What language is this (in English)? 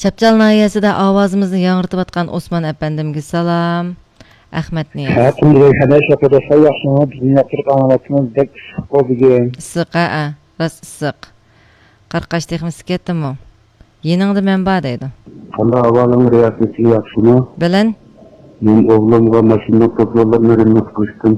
Uyghur